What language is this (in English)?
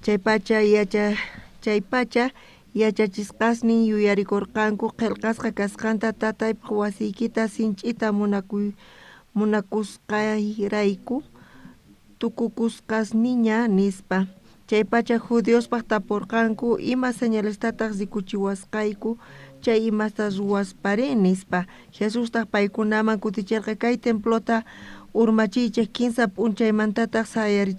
South Bolivian Quechua